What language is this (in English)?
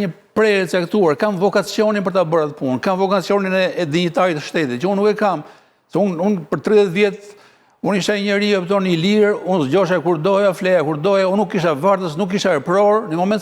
Albanian